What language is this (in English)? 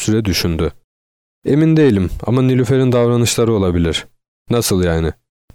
Turkish